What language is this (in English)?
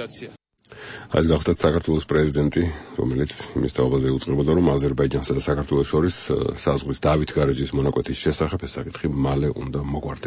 Georgian